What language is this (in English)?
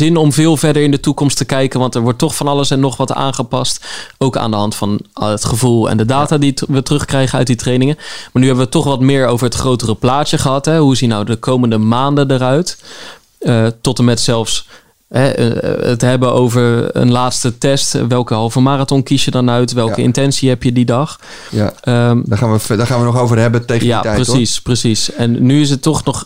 Dutch